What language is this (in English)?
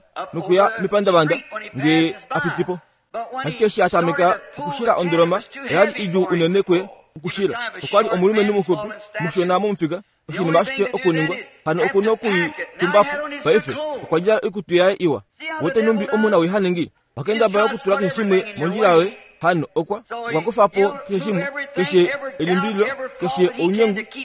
Kuanyama